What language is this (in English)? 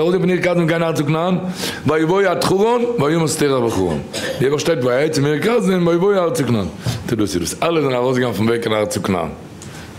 Yiddish